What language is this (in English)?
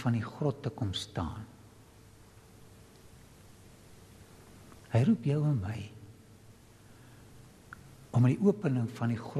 Afrikaans